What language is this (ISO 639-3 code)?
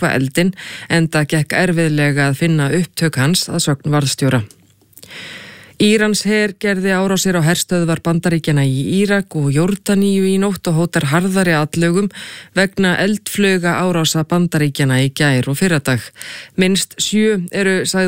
isl